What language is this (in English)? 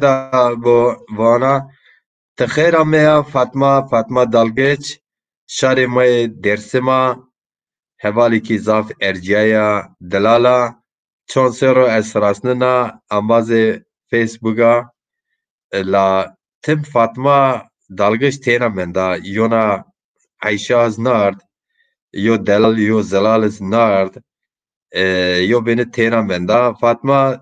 Zaza